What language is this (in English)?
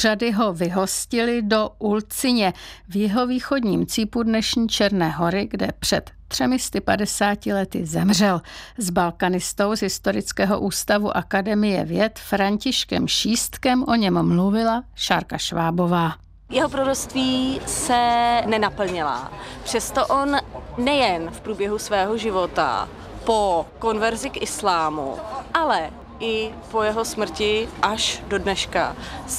Czech